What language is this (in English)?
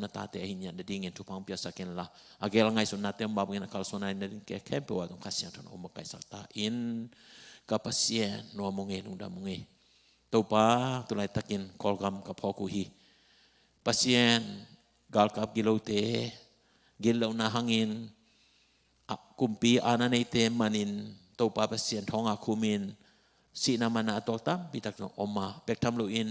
Tedim Chin